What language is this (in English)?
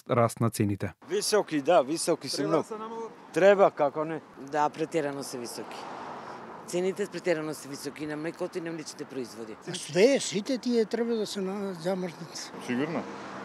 Macedonian